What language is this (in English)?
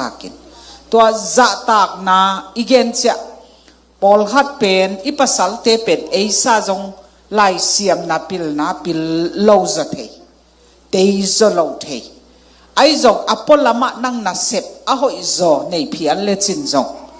Tedim Chin